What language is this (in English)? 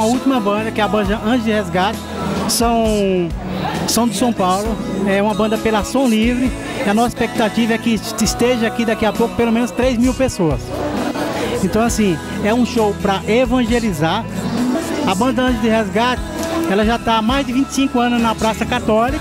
Portuguese